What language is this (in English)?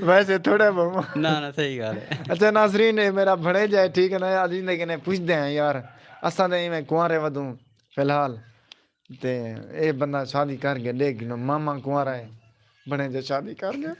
Saraiki